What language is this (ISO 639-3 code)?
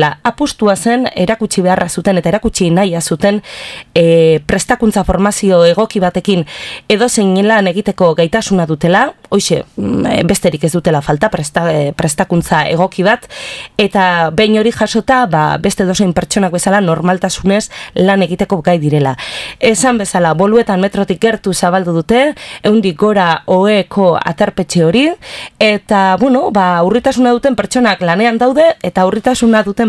eus